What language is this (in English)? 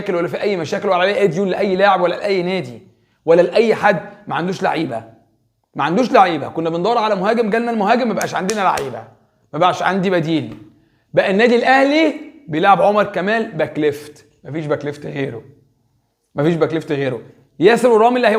Egyptian Arabic